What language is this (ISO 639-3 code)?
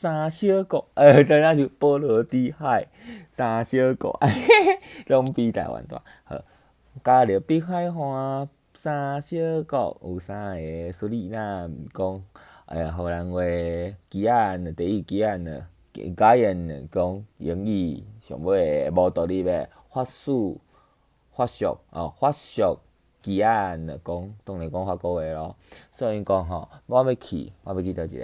nan